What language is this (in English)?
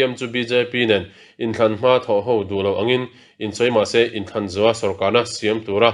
Mizo